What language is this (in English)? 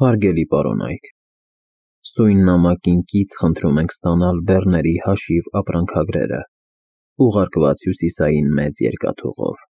Armenian